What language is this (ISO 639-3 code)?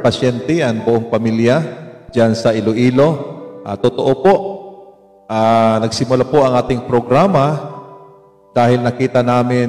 war